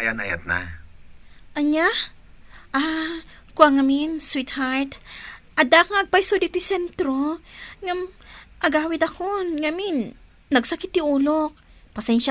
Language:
Iloko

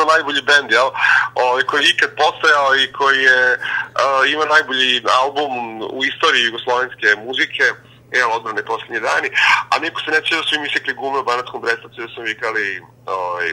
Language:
Serbian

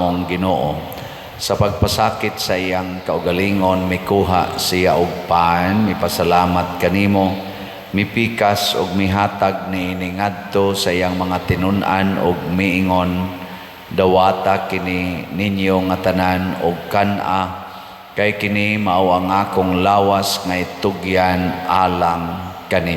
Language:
Cebuano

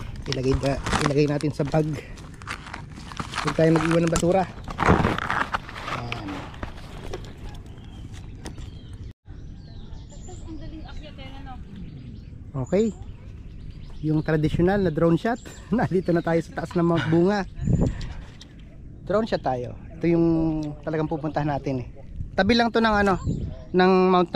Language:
Filipino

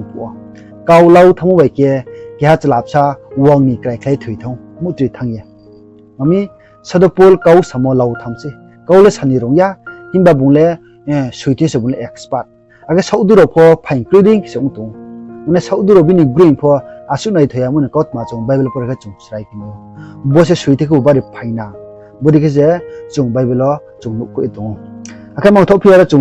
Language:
Riang (India)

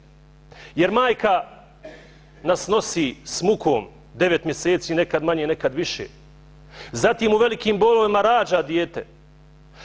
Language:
Bosnian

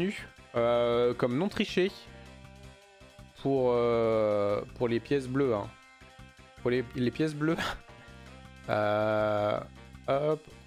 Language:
French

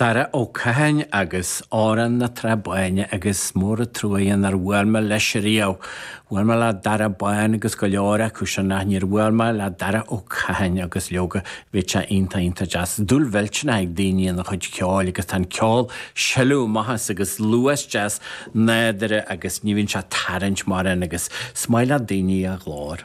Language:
Irish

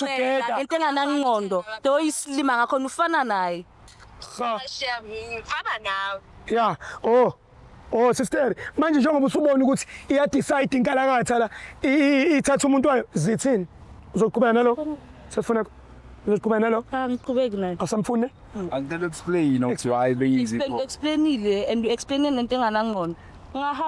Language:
Zulu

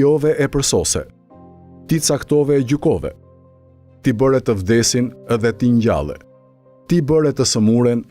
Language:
Albanian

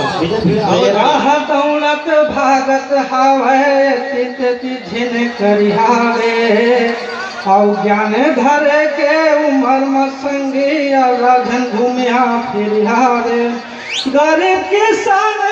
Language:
Chhattisgarhi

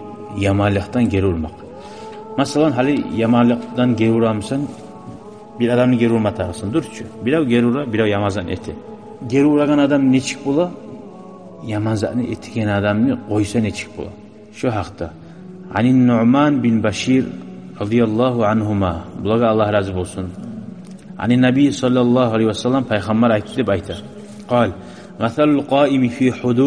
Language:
Kumyk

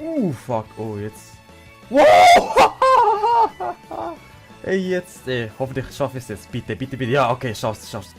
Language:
Swiss German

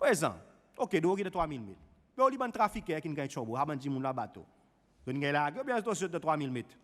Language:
Seselwa Creole French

